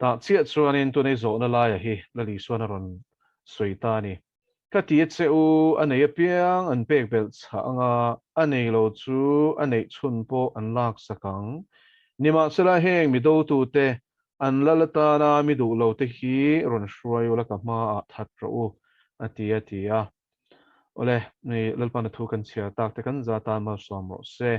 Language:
Mizo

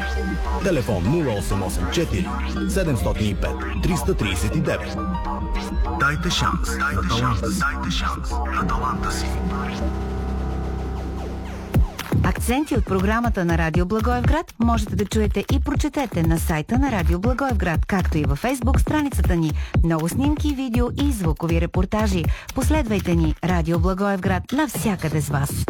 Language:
Bulgarian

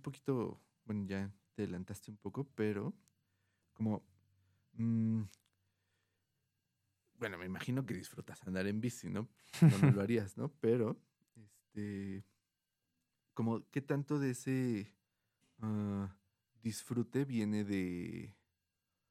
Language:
Spanish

